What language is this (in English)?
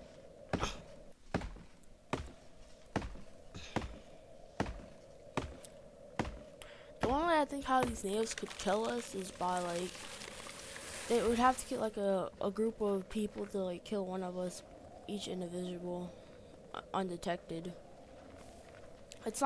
English